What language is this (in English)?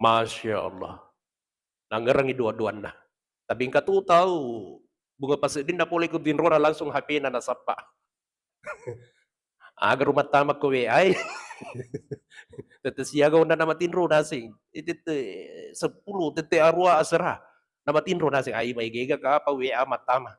Buginese